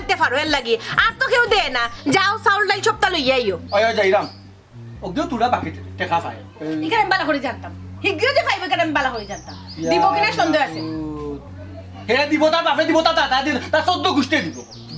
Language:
Sylheti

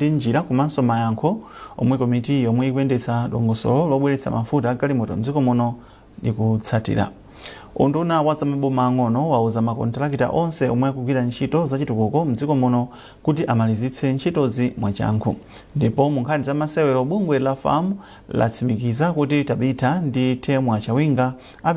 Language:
Nyanja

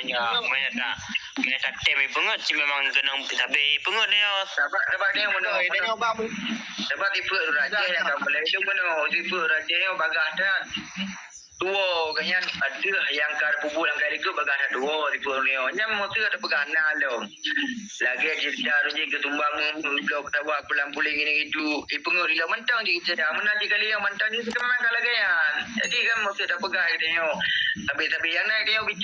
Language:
Achinese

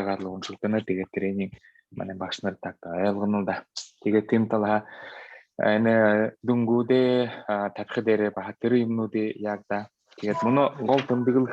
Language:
Buriat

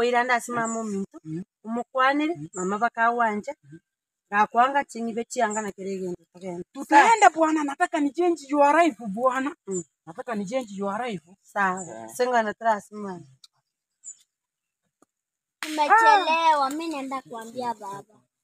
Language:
Swahili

